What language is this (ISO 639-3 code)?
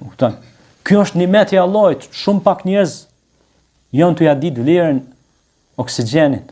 sqi